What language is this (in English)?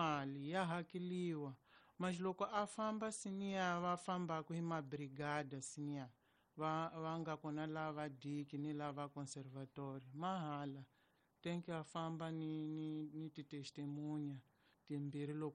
Tsonga